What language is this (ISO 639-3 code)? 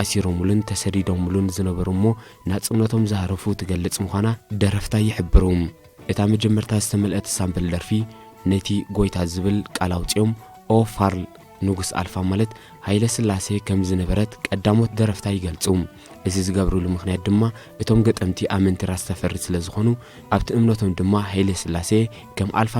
tir